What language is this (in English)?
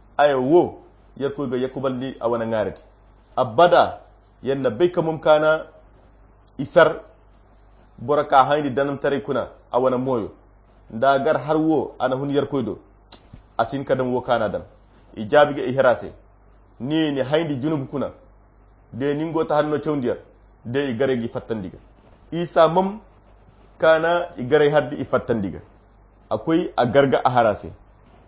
Koyra Chiini